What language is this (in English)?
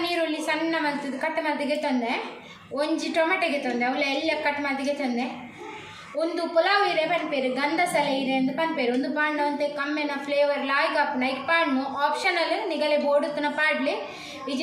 Tulu